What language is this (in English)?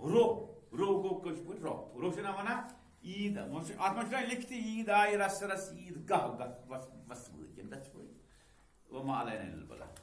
Kashmiri